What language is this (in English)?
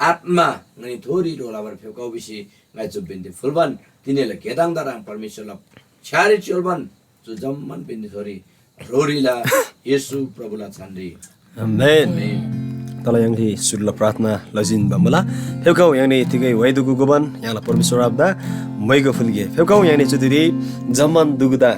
Eastern Tamang